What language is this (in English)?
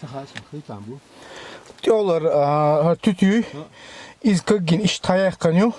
Chechen